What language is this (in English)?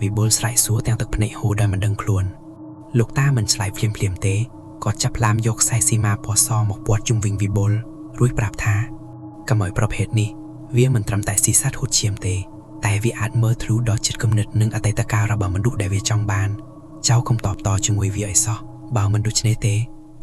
Khmer